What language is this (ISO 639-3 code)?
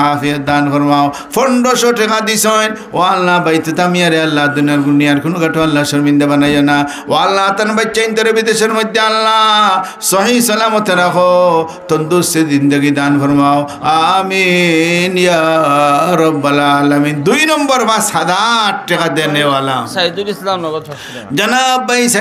syl